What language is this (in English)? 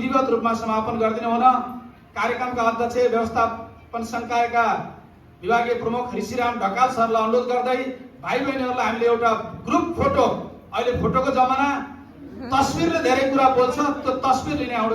Nepali